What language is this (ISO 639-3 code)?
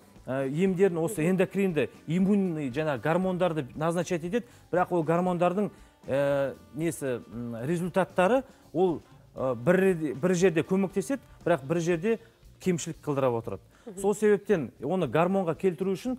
kaz